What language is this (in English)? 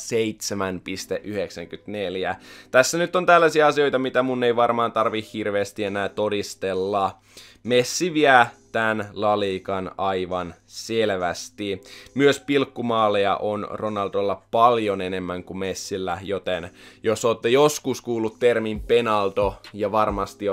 Finnish